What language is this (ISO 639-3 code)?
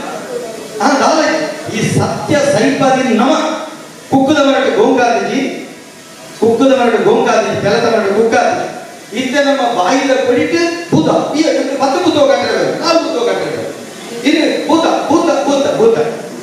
tcy